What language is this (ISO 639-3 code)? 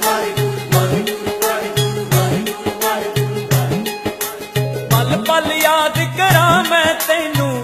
pan